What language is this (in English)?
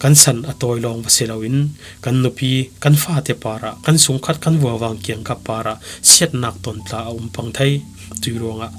Falam Chin